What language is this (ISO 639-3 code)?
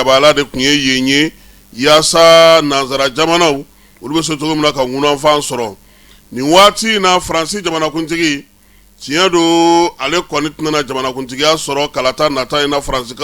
bam